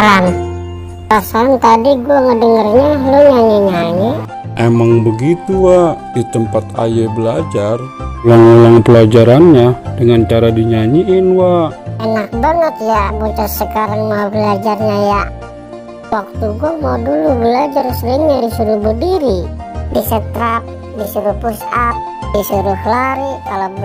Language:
Betawi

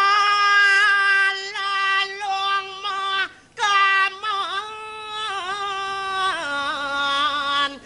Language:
Balinese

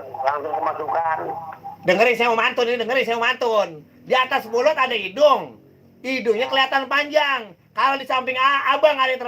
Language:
Betawi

